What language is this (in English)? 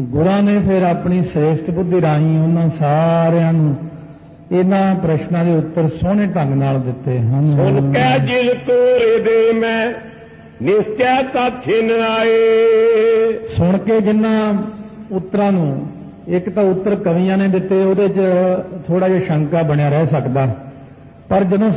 Punjabi